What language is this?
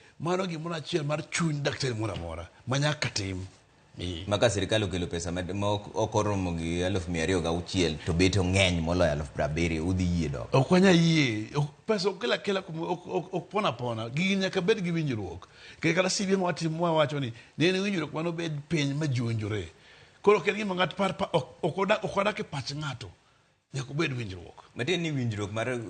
Luo (Kenya and Tanzania)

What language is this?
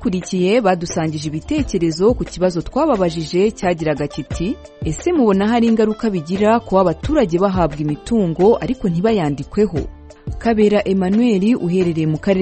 Kinyarwanda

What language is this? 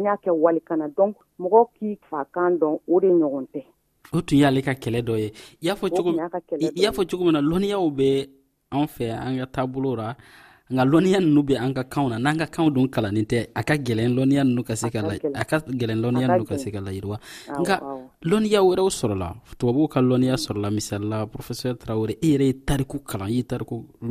Dyula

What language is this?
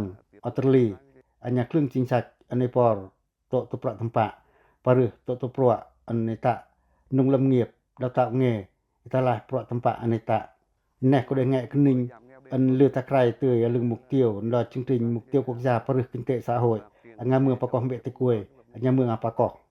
Pacoh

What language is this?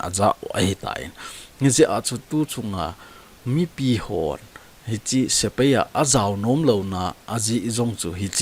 Thado Chin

